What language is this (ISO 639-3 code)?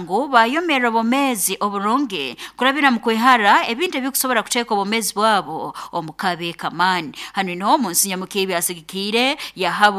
nyn